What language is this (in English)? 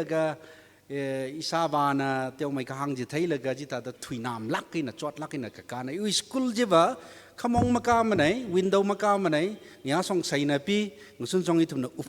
Tangkhul Naga (India)